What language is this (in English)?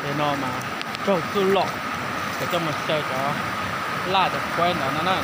Hmong